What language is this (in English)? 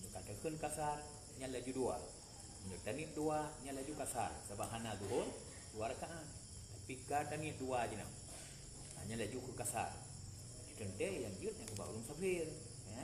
Achinese